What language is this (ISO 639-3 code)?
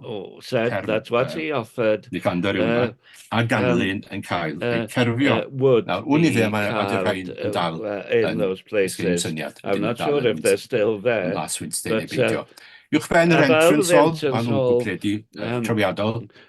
cym